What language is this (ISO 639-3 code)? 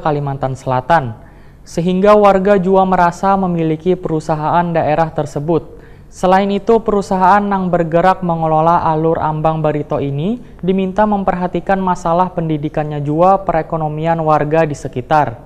bjn